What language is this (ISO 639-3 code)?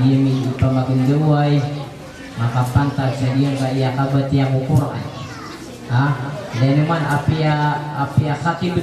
mrw